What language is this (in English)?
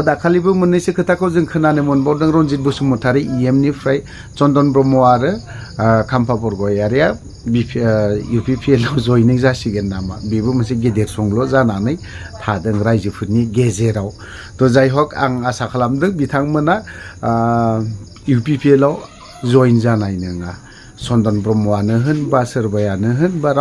Bodo